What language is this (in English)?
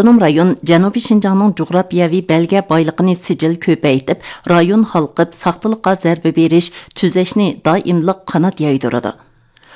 Uyghur